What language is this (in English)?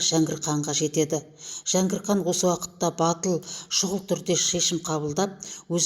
Kazakh